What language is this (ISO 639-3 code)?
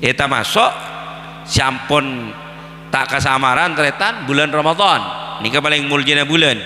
mad